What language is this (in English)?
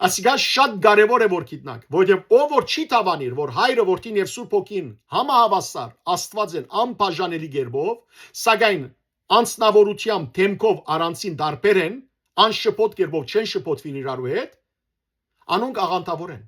Western Armenian